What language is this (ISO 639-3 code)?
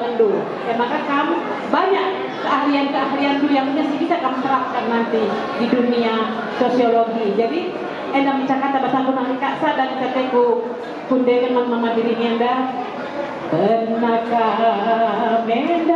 btx